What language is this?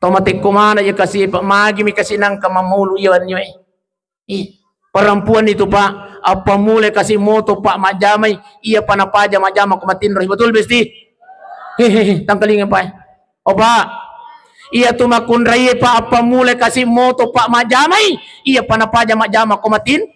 Buginese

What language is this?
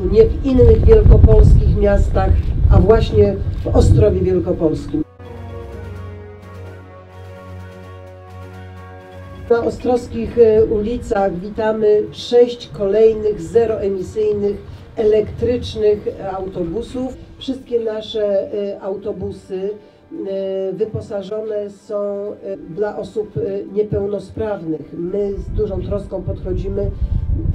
Polish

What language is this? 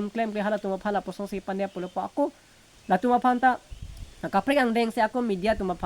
Karbi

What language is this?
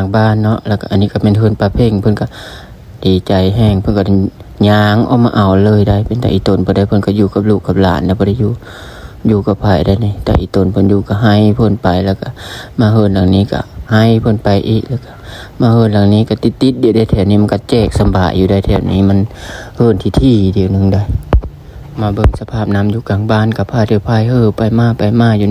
Lao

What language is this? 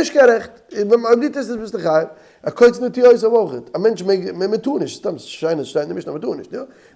Yiddish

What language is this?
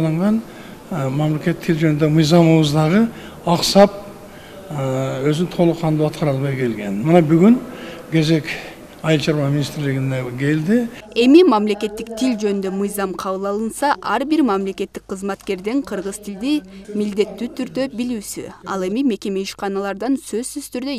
Kyrgyz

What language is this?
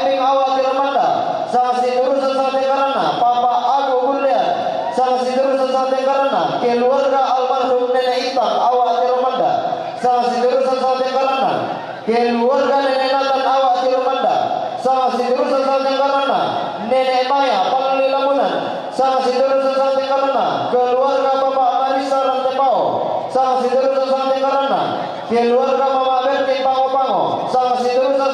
Toraja-Sa'dan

